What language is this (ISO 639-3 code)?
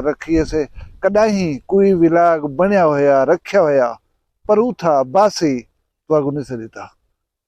skr